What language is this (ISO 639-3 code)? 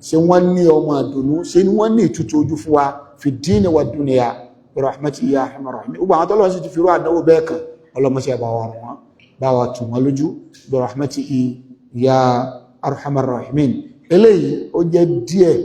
yor